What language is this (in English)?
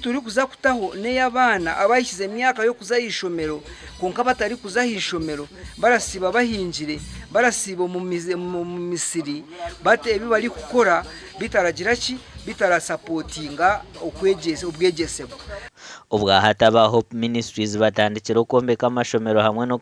Nyankole